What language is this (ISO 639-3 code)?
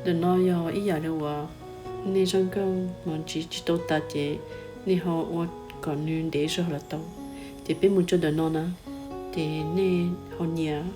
hmn